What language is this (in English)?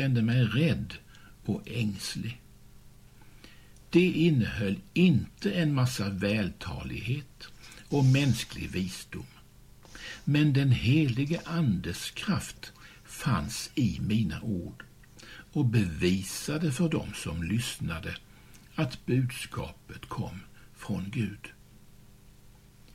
Swedish